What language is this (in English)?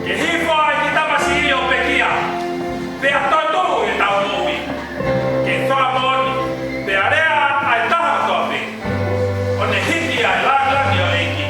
Tongan